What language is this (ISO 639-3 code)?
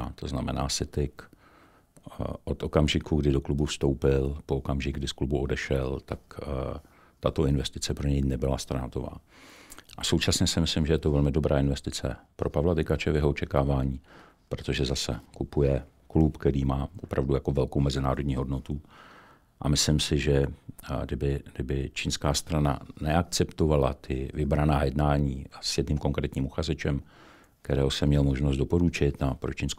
ces